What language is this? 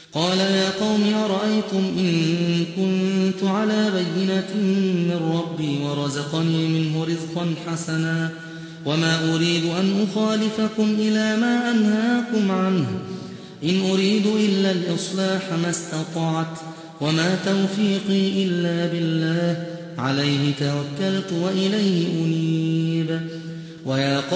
Arabic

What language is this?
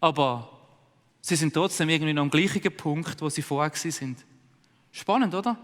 Swiss German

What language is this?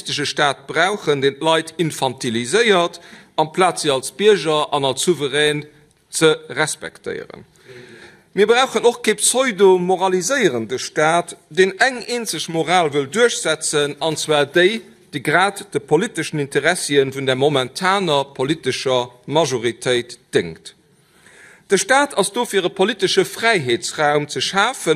Luxembourgish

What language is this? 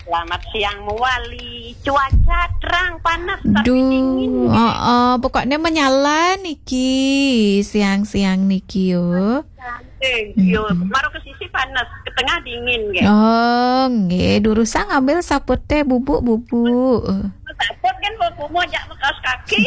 Balinese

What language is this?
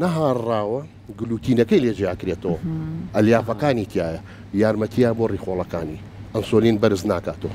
Central Kurdish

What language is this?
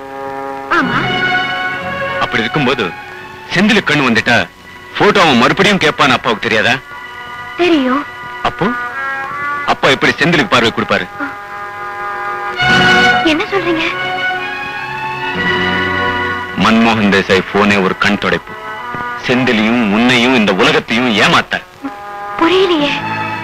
Tamil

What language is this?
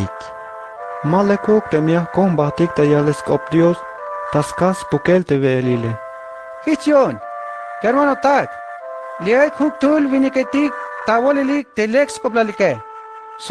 Tzeltal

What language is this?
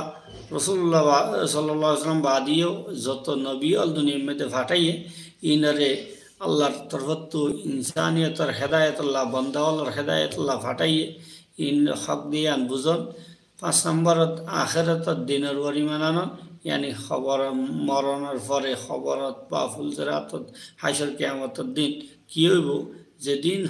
Rohingya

